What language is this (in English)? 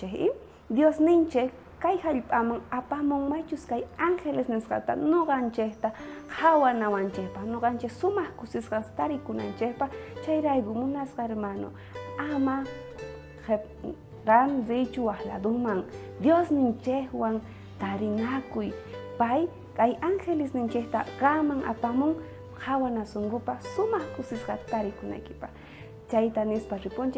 South Bolivian Quechua